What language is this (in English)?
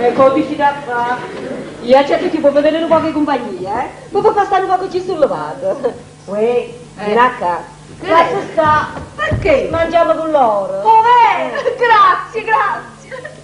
Neapolitan